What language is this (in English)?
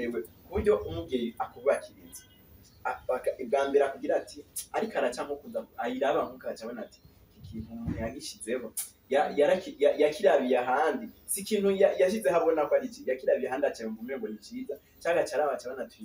Rundi